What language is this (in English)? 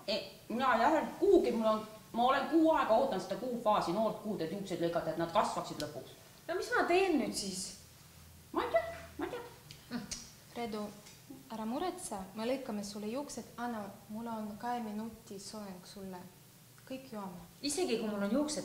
Estonian